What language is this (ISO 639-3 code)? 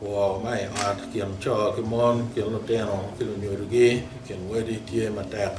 ach